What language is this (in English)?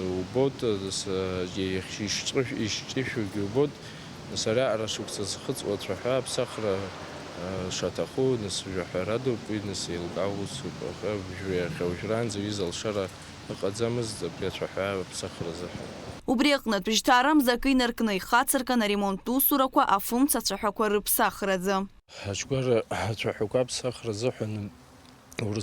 Abkhazian